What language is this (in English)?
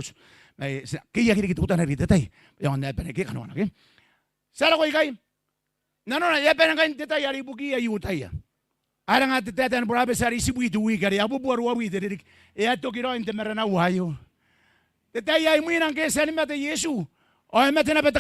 Gilbertese